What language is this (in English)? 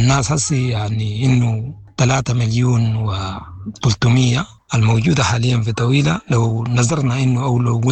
Sudanese Arabic